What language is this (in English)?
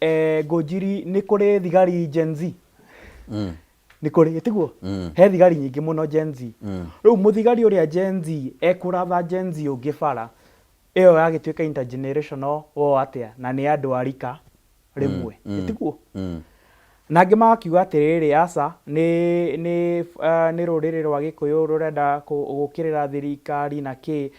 Kikuyu